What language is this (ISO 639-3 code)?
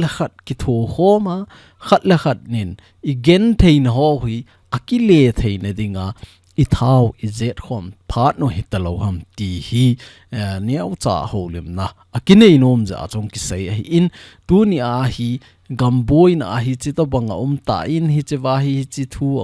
tcz